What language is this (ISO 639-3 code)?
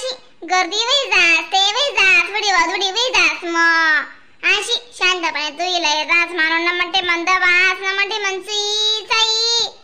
khn